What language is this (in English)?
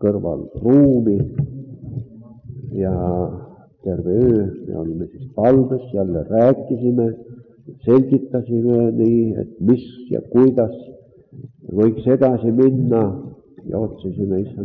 Estonian